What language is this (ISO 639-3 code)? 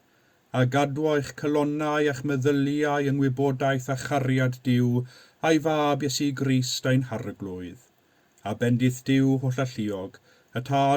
cym